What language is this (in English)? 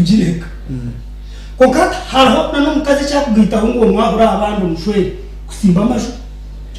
Nyankole